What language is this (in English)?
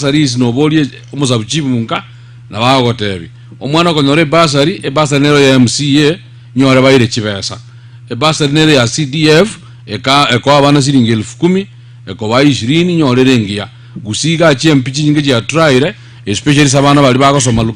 Gusii